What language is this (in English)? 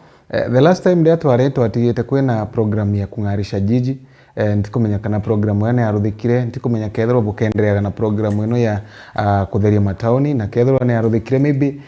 Meru